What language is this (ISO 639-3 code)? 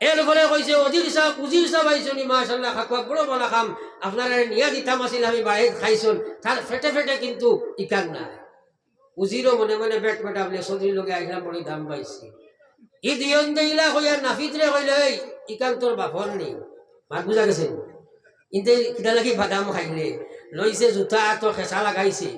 syl